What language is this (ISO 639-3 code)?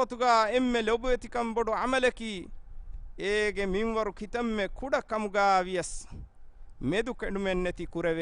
div